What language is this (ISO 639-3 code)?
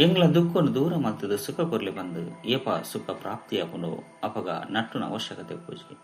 tcy